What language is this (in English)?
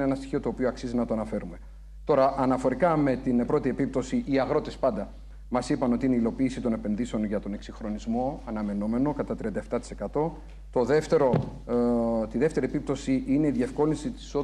Greek